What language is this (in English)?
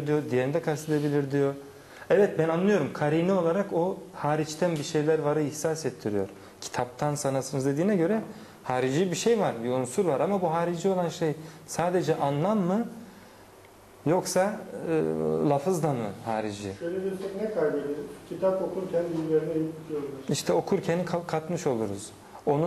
Turkish